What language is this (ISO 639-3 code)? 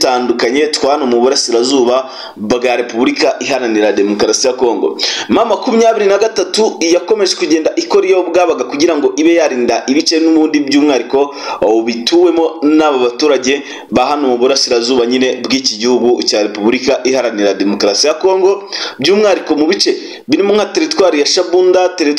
kin